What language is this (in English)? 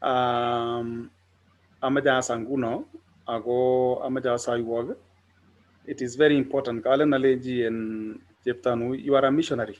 Kalenjin